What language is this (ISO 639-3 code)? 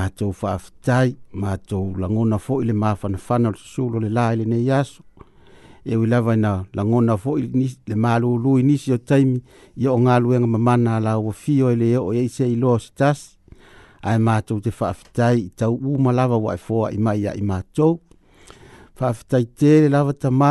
smo